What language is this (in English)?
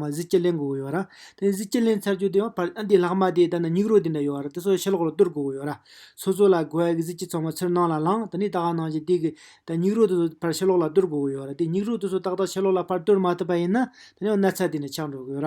Tibetan